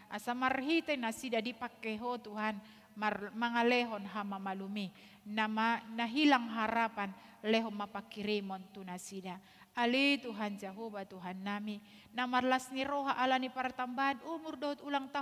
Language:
Batak Toba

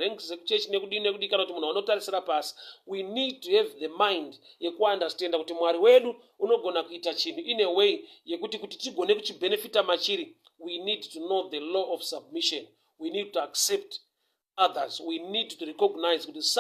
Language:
Shona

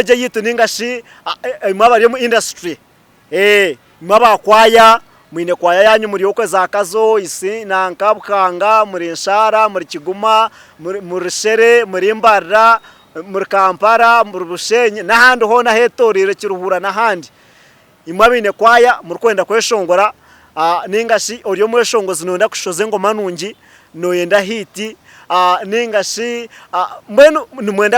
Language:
Nyankole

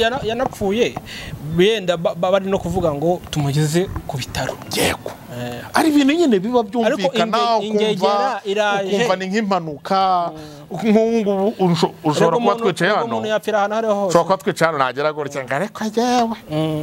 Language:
Kinyarwanda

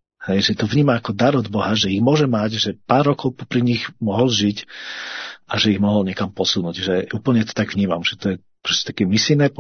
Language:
Slovak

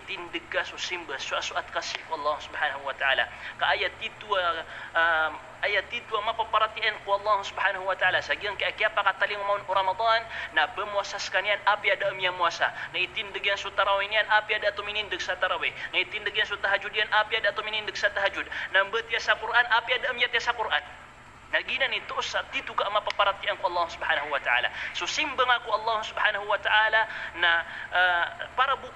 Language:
Maranao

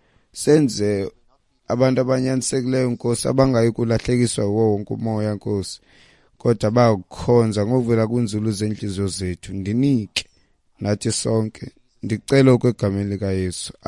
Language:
Xhosa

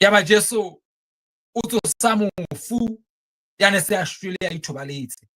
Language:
Southern Sotho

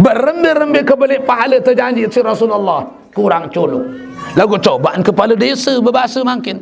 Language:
Sasak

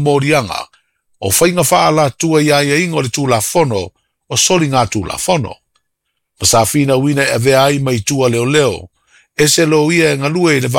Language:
Samoan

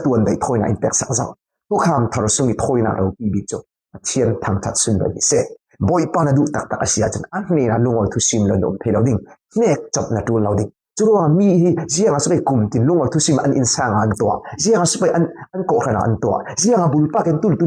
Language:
Falam Chin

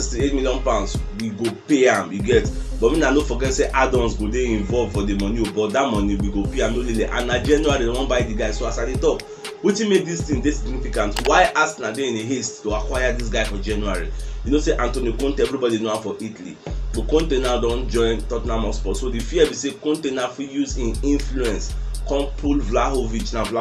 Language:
Nigerian Pidgin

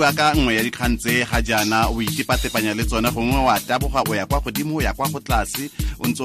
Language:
Tswana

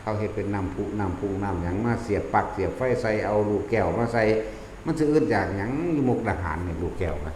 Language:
Northeastern Thai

